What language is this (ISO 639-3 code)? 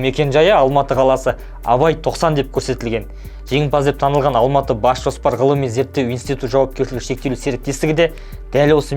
kaz